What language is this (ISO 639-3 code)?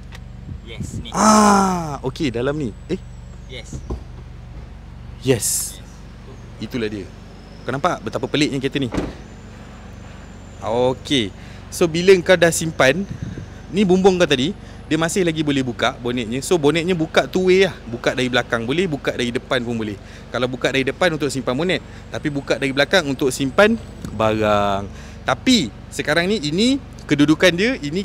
msa